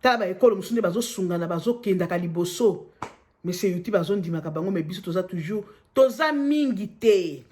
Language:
Lingala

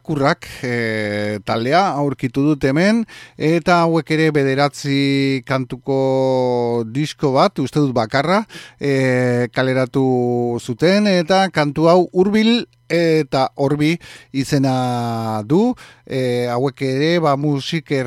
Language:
Basque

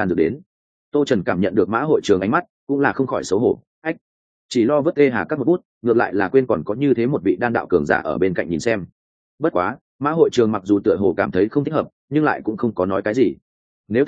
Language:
Vietnamese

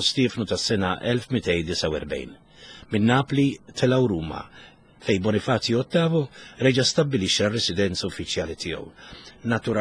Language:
Maltese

